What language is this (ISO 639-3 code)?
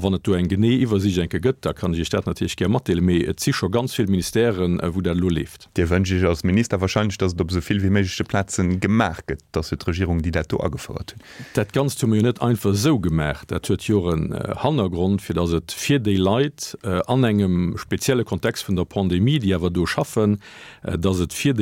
ltz